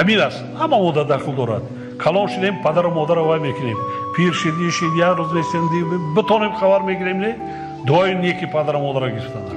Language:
Tajik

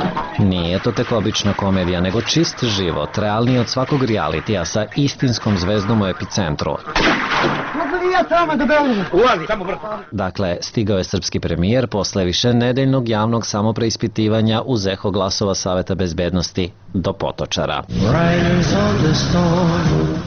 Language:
Serbian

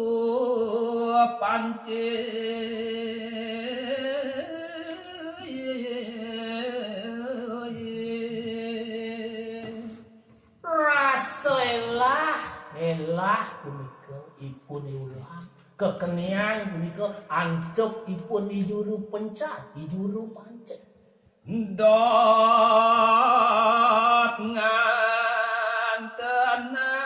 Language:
Balinese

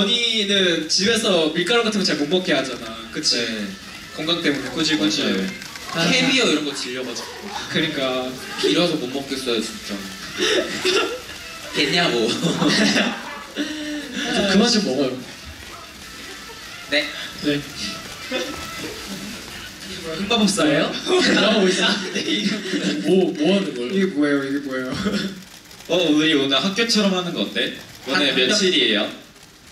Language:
Korean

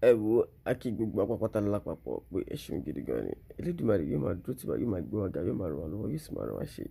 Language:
Yoruba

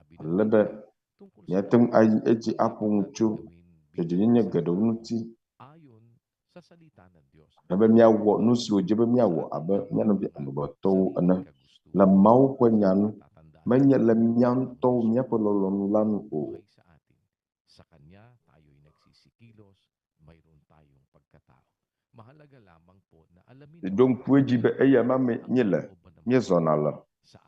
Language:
Ewe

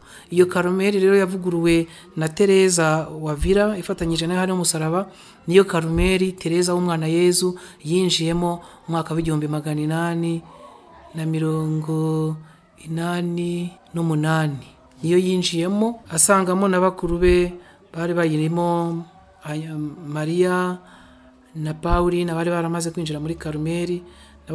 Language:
Kinyarwanda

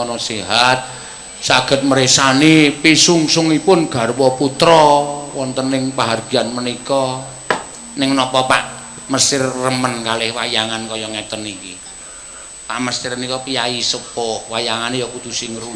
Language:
Javanese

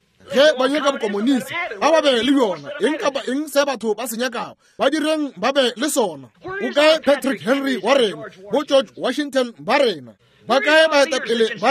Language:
Northern Sotho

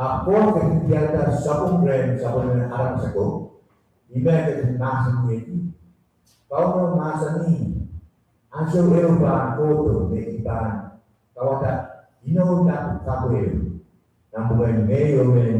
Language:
Pohnpeian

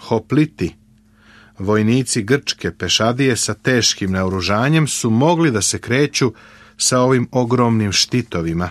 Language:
Serbian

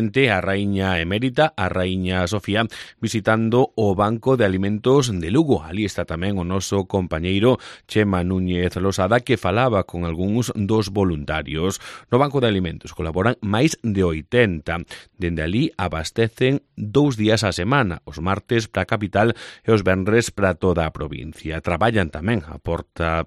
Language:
Galician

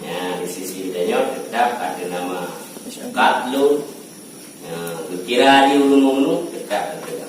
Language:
Achinese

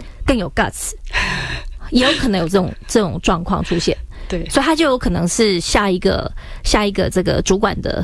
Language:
Chinese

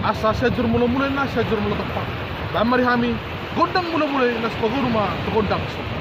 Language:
Batak Toba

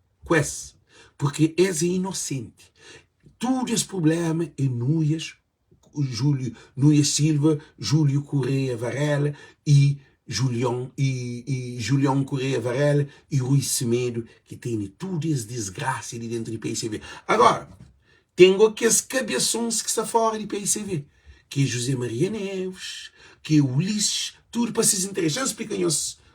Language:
Kabuverdianu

